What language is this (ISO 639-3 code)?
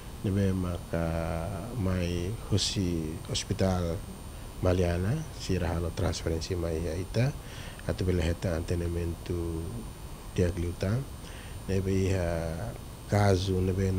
tet